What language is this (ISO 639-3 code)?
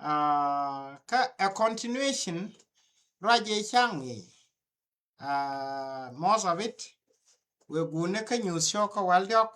nus